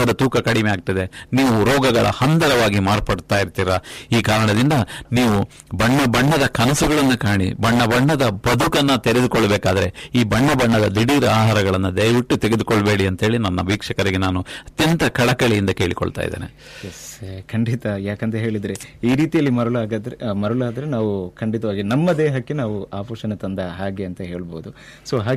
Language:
Kannada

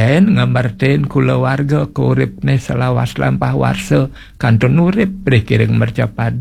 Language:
Balinese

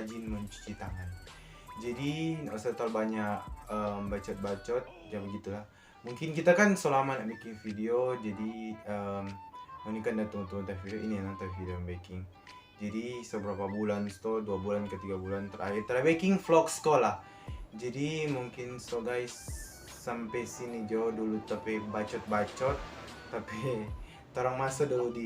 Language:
Manado Malay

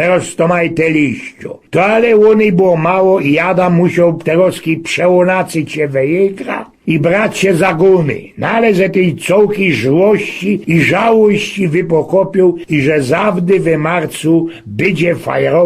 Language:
Silesian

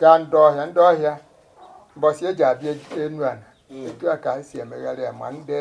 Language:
Igbo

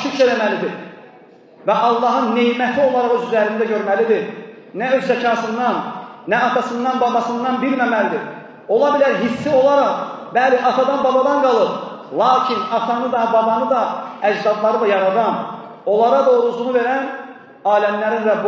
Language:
Azerbaijani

